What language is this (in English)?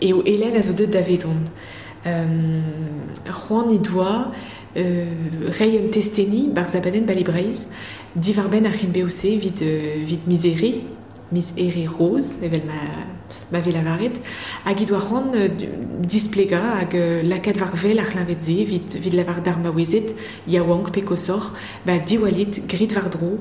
Breton